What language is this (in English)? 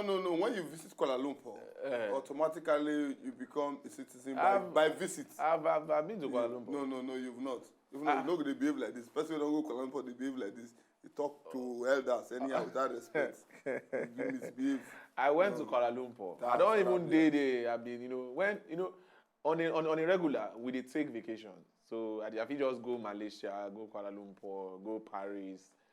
Nigerian Pidgin